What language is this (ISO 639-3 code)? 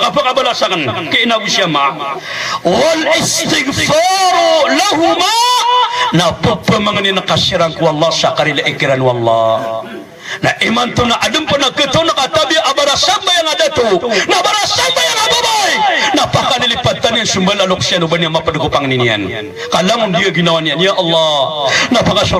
mrw